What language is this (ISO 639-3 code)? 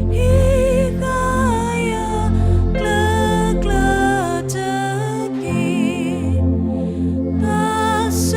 ksw